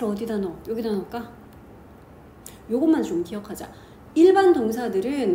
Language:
Korean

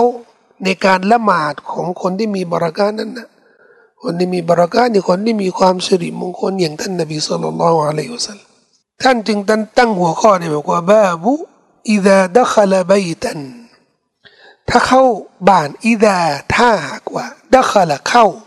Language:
Thai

